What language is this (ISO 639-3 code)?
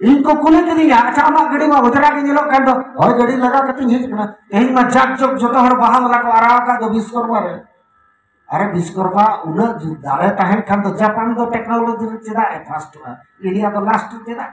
sat